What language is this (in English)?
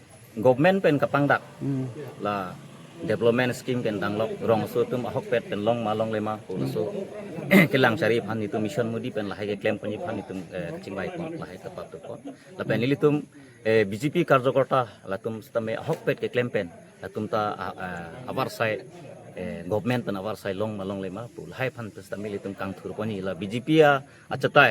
Karbi